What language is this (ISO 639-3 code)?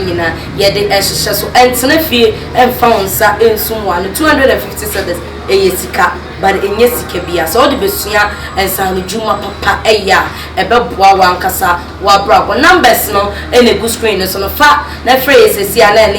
aka